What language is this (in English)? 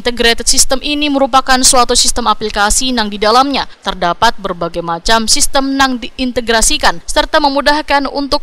Banjar